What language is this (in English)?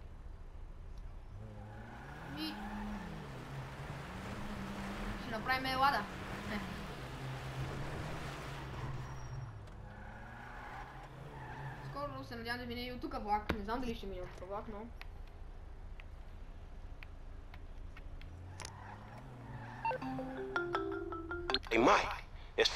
Bulgarian